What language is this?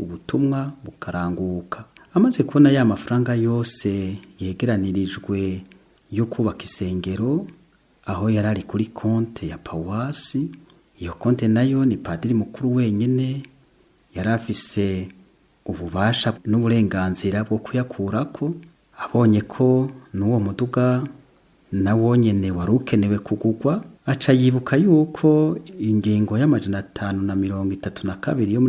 Rundi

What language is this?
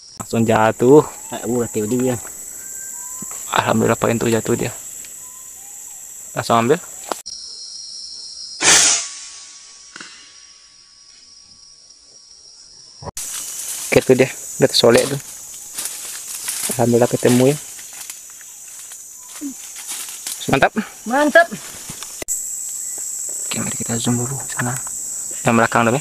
Indonesian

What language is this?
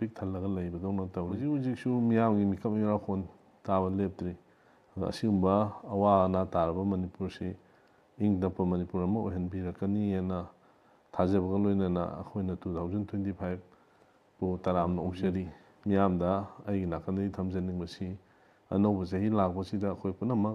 Manipuri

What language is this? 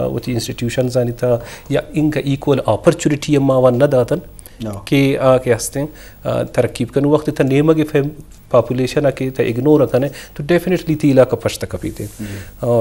Eastern Balochi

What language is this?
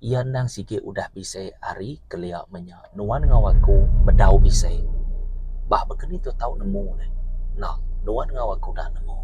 Iban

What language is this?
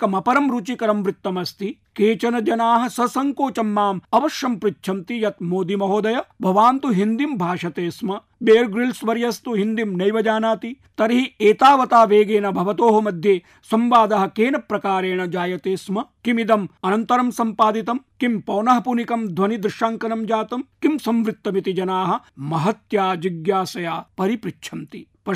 Sanskrit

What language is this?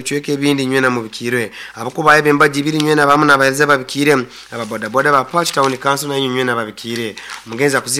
Nyoro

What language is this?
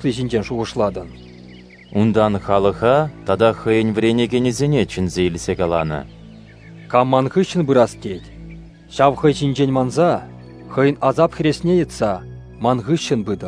Chuvash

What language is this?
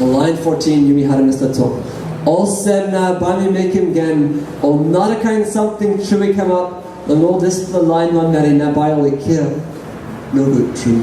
Tok Pisin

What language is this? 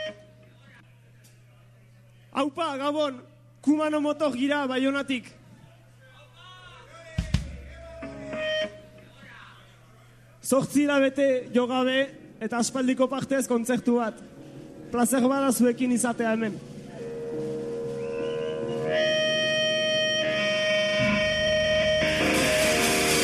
Basque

